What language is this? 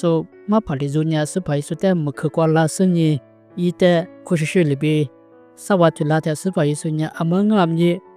Lisu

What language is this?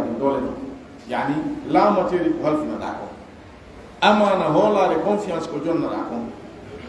Pular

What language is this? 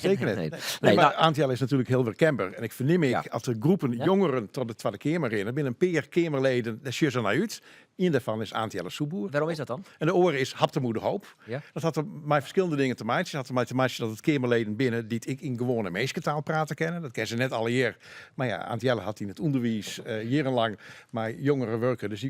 Western Frisian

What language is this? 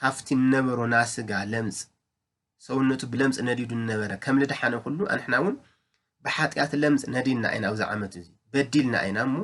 Tigrinya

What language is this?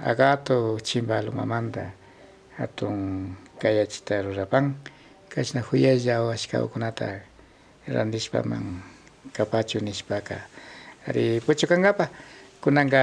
Imbabura Highland Quichua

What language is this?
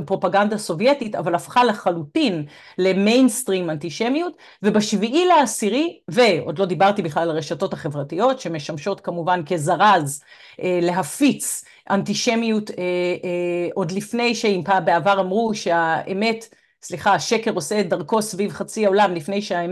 Hebrew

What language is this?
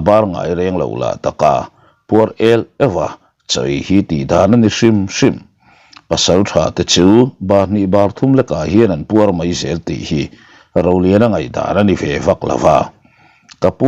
Mizo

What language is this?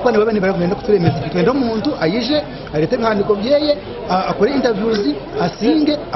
Nyankole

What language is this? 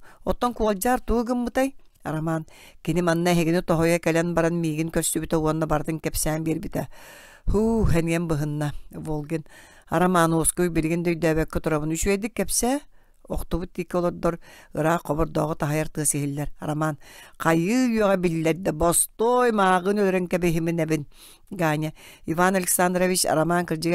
Yakut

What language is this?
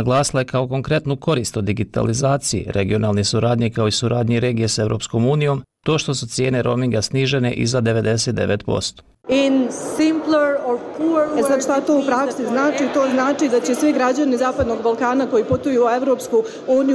Bosnian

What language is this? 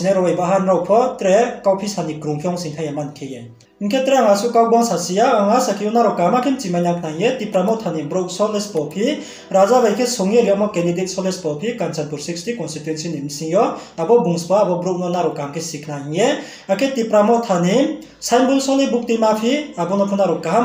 Riang (India)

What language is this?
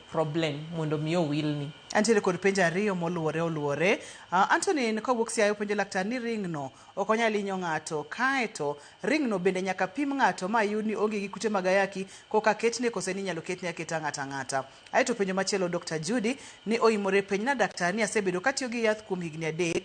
Luo (Kenya and Tanzania)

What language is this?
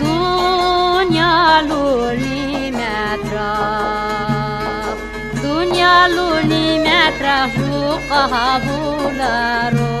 Lak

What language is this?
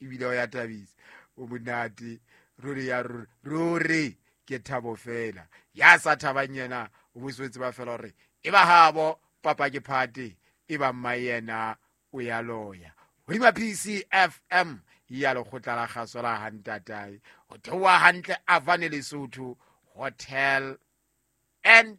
Southern Sotho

